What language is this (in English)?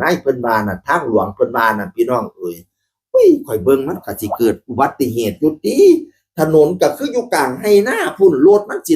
Northeastern Thai